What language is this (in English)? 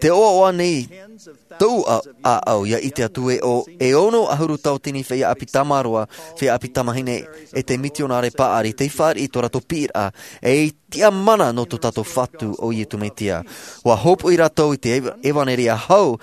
Tahitian